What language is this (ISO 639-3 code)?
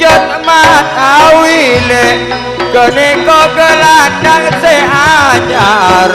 mad